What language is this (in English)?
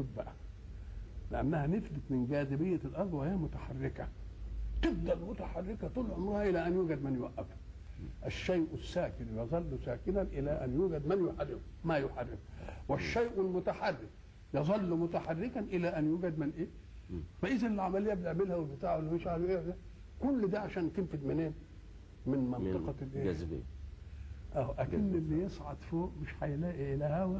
Egyptian Arabic